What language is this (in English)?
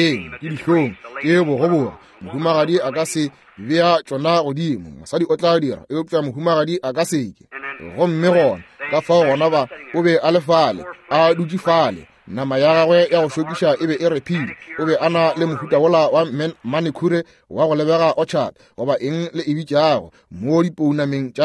Northern Sotho